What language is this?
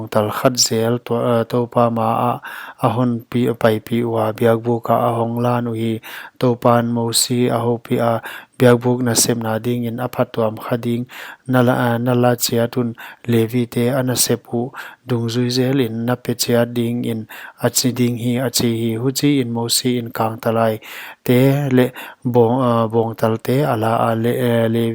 Paite Chin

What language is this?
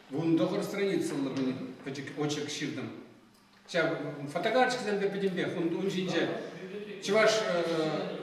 Chuvash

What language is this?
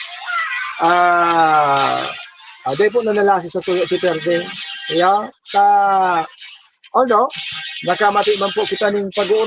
Bikol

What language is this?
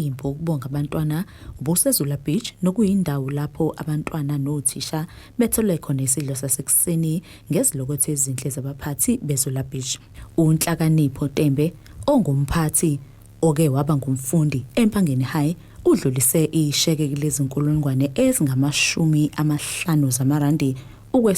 Zulu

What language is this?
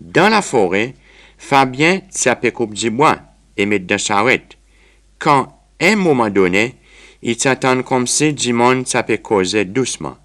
Seselwa Creole French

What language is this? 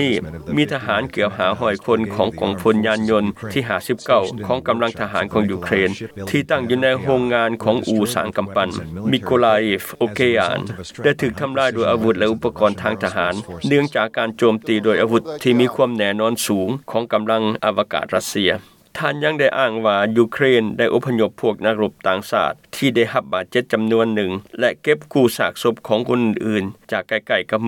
Lao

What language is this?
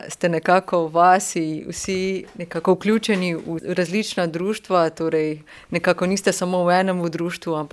Slovenian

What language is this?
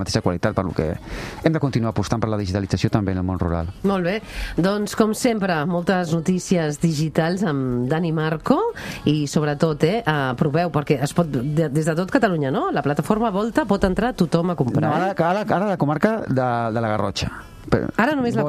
Catalan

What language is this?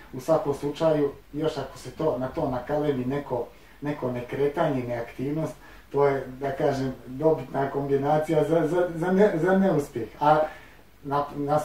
Bosnian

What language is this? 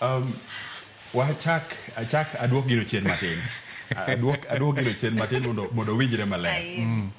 Luo (Kenya and Tanzania)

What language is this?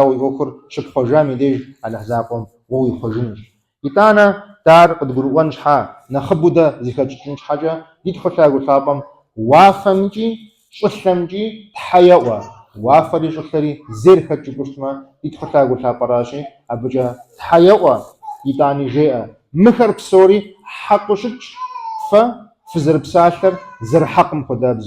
Kabardian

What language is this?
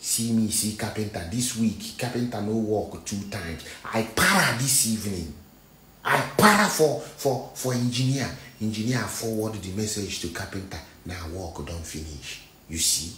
Nigerian Pidgin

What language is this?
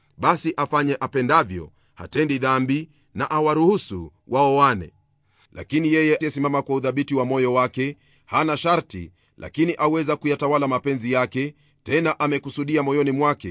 Swahili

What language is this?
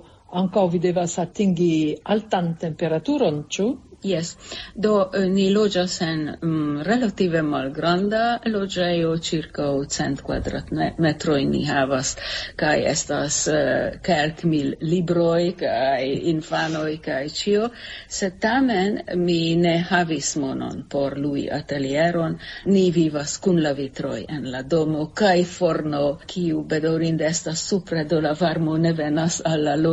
Esperanto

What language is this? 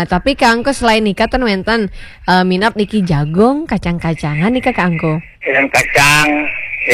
Balinese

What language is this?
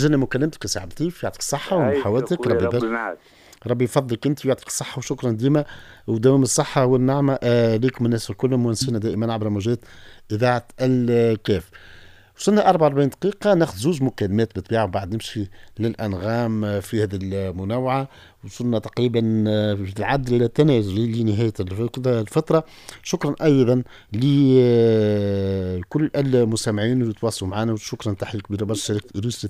Tunisian Arabic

